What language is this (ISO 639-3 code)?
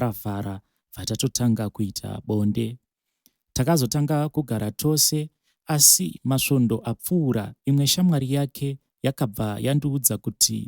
sna